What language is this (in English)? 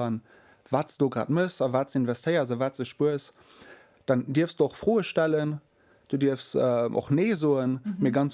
Luxembourgish